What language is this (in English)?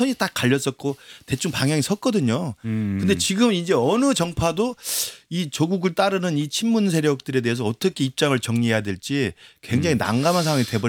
Korean